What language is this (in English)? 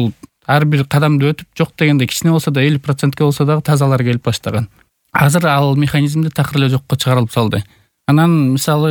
Kyrgyz